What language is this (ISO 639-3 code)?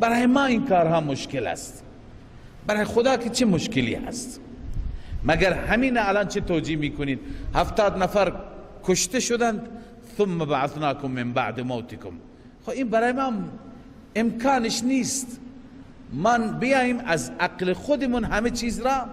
fas